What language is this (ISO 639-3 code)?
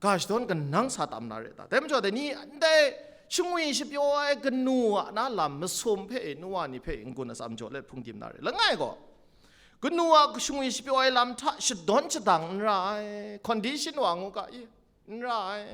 kac